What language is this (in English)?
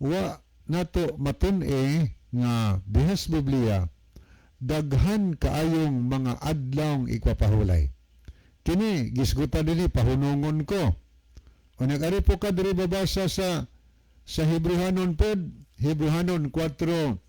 Cebuano